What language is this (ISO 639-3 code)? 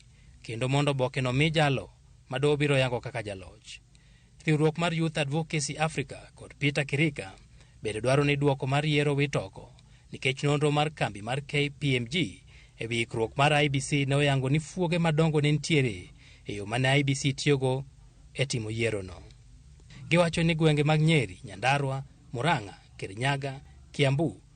luo